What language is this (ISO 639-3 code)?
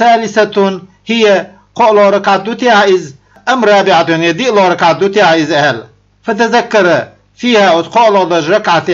che